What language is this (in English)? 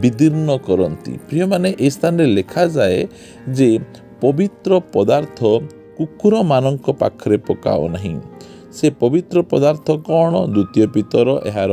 Odia